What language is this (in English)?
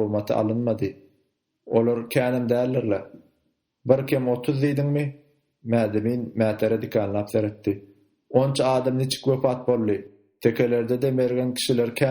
Turkmen